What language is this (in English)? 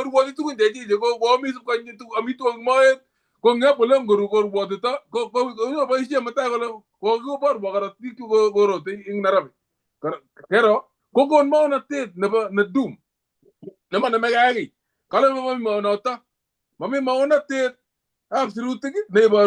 Kalenjin